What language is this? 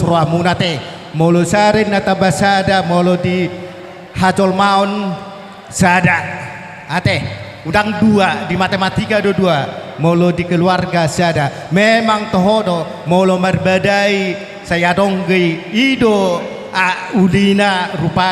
Batak Toba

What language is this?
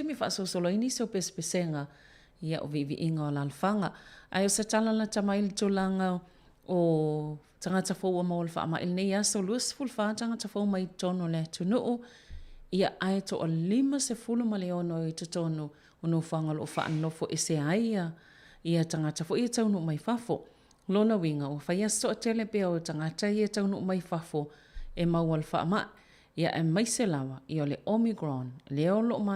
Samoan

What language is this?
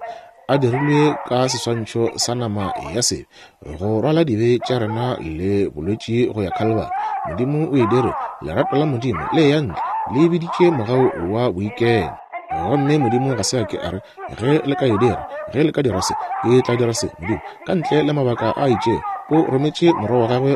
Northern Sotho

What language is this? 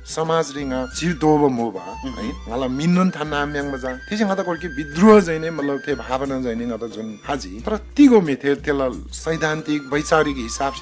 Eastern Tamang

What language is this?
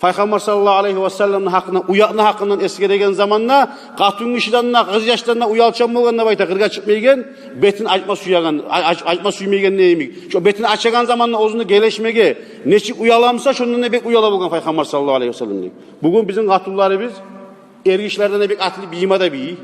Kumyk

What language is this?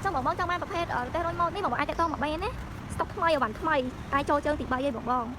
Khmer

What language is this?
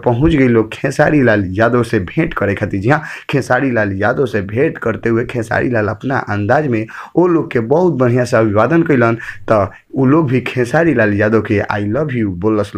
Bhojpuri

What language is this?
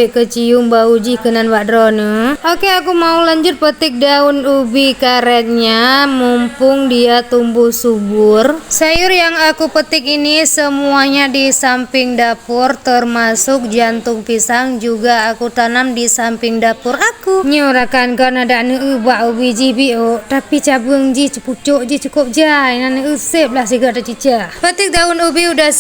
Achinese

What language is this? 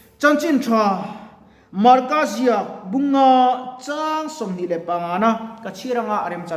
Mizo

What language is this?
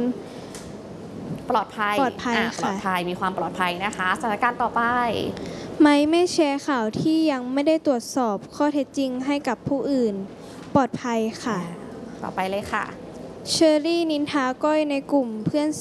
Thai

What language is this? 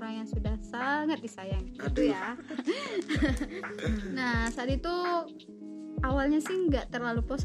Indonesian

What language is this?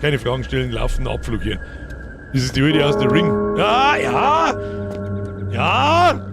Bavarian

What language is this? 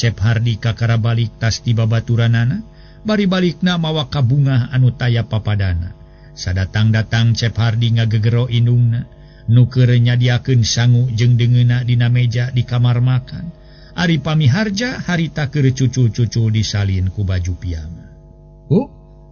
Sundanese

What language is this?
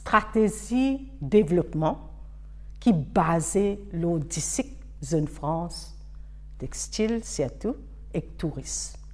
Morisyen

